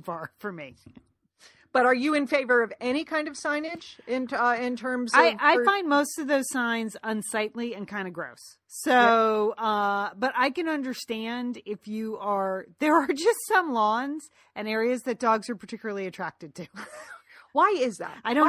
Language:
English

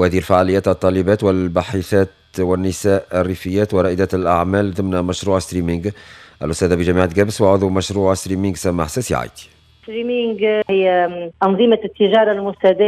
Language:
Tunisian Arabic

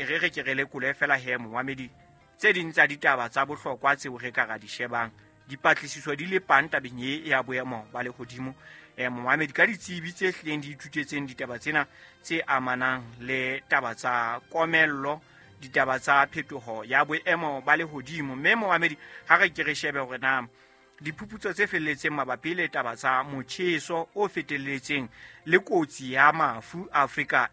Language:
Southern Sotho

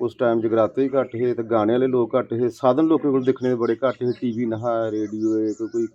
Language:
Dogri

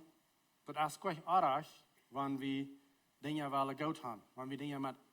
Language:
Plautdietsch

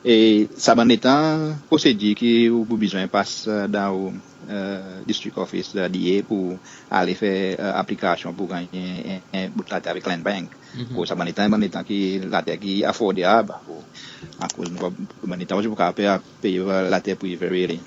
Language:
Seselwa Creole French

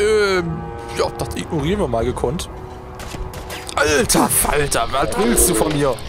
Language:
German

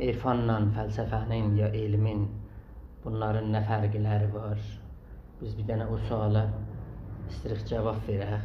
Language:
South Azerbaijani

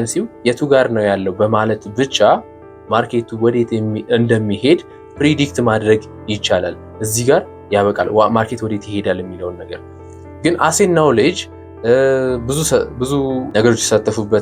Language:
Amharic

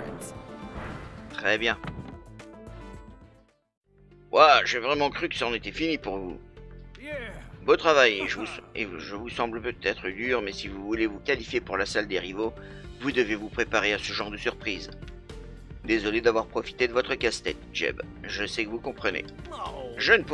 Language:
French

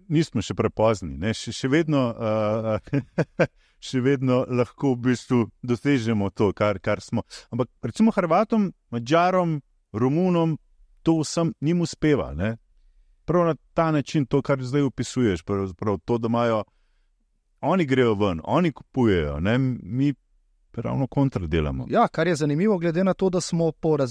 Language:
Slovenian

